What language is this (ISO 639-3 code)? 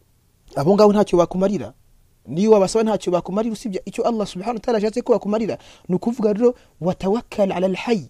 kin